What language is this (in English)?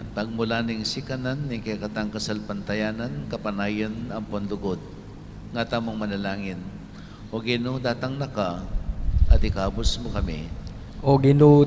Pampanga